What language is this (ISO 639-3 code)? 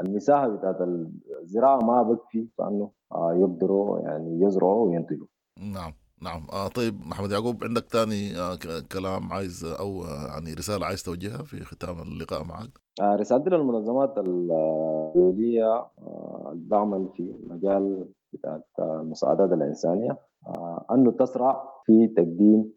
apd